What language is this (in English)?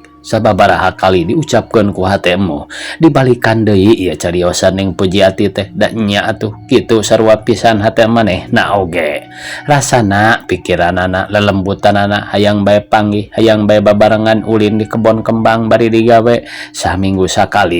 Sundanese